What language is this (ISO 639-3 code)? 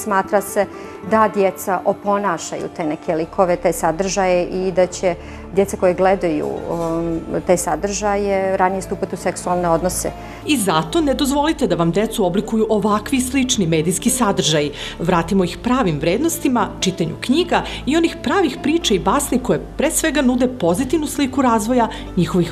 srp